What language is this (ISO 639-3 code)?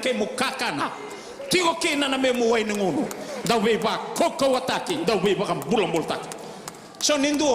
fij